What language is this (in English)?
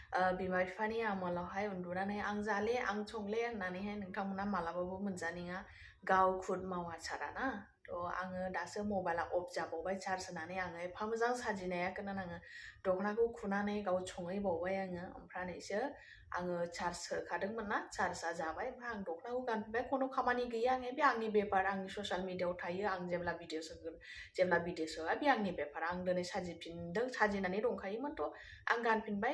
Bodo